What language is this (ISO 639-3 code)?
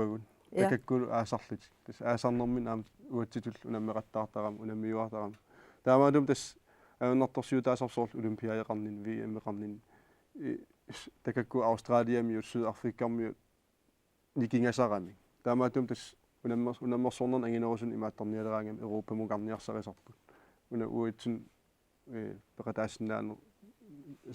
kal